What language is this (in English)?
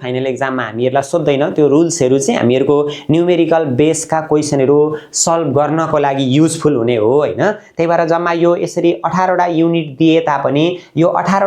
Nepali